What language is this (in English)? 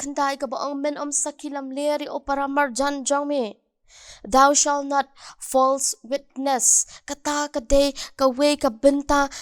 Khasi